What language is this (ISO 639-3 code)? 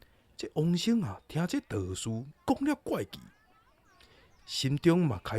nan